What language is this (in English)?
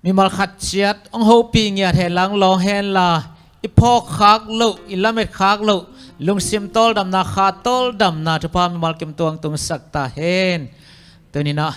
Tedim Chin